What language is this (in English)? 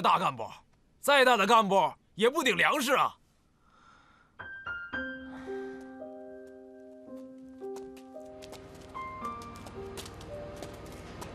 Chinese